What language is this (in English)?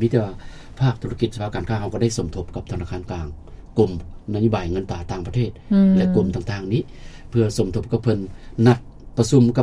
Lao